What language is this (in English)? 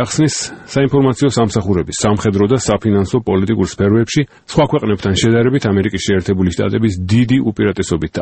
Georgian